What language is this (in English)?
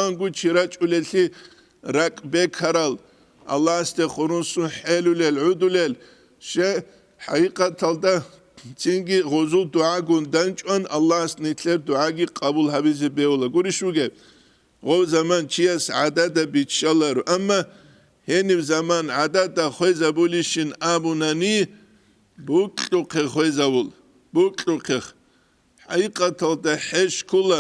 Avaric